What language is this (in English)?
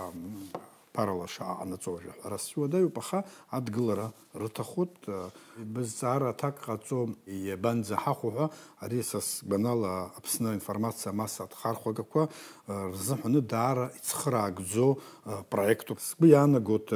Abkhazian